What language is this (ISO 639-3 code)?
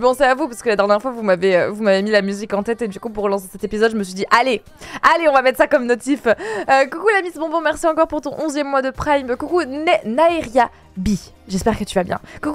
fra